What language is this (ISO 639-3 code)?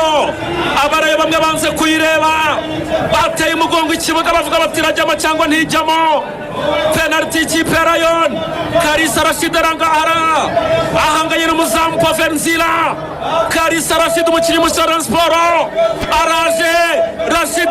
kin